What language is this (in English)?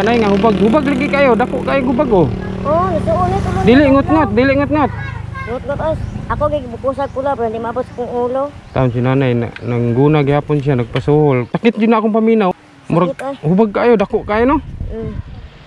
Cebuano